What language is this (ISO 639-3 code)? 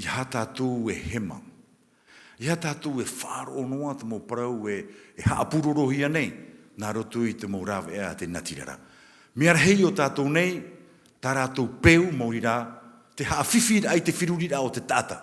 tah